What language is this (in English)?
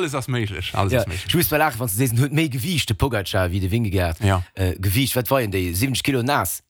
Luxembourgish